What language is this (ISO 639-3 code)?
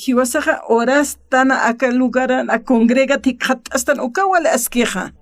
aym